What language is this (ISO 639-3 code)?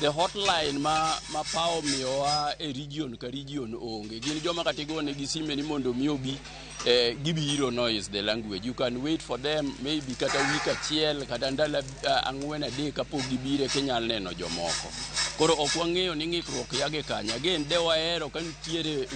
luo